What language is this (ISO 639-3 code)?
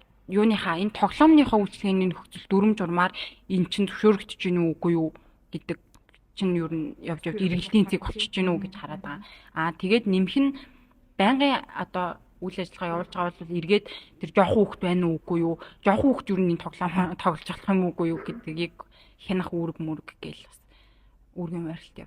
mon